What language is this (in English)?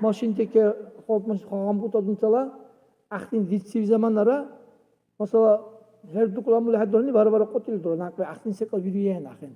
Dargwa